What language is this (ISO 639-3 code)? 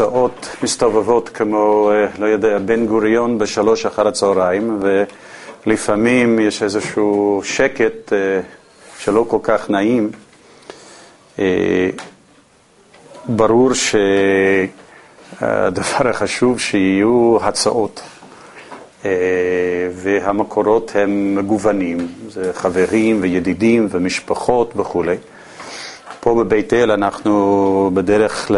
heb